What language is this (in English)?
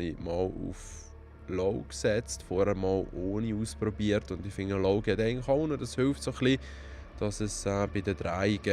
Swiss German